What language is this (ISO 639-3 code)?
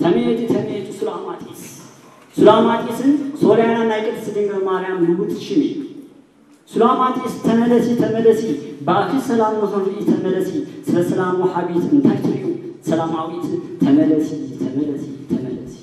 tir